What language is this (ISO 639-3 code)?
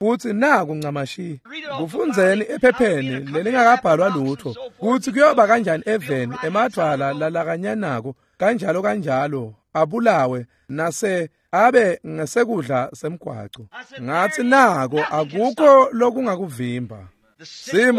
ssw